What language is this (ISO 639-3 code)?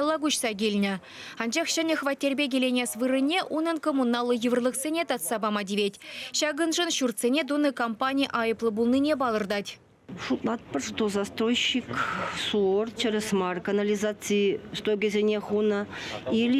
chv